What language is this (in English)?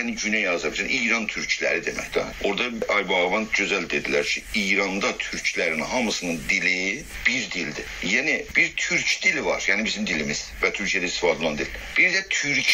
South Azerbaijani